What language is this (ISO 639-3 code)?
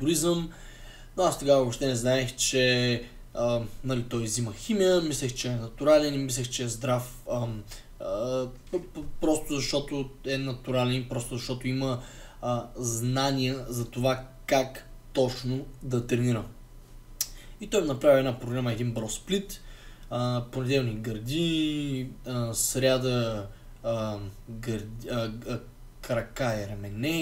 bul